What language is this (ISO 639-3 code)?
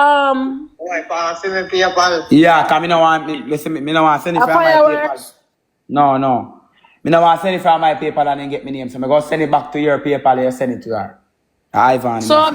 jam